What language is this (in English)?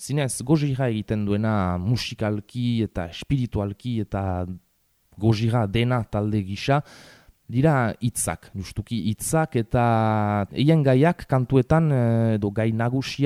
Basque